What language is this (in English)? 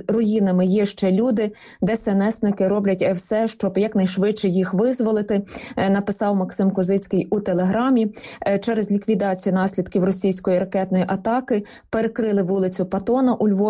Ukrainian